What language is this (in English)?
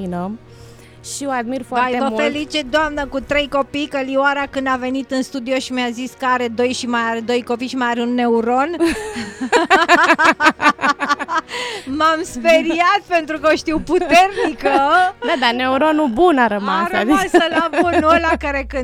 Romanian